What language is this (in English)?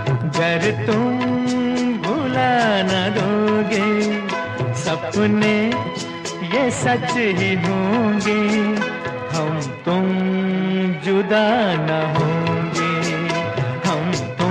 Hindi